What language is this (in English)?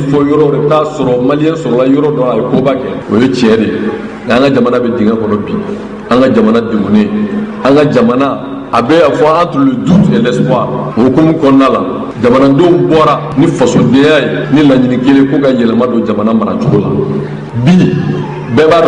Bambara